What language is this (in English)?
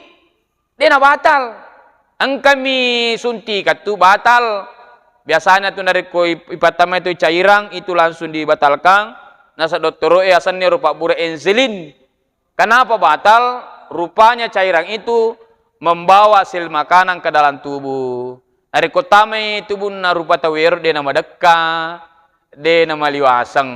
Buginese